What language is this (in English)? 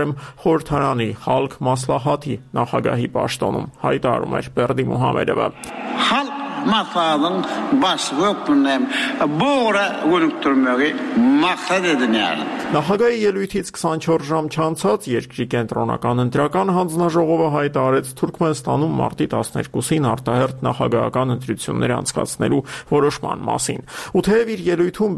Armenian